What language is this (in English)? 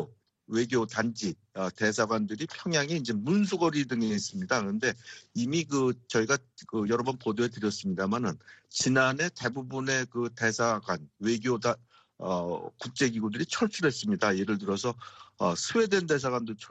Korean